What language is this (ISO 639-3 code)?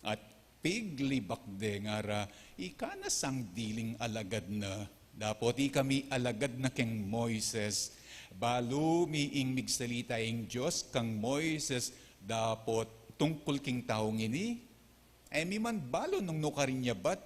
pam